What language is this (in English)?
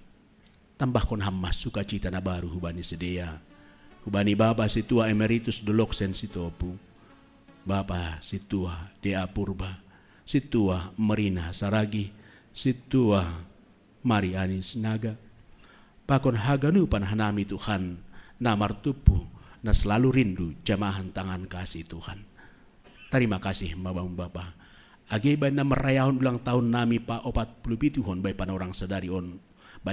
Batak Simalungun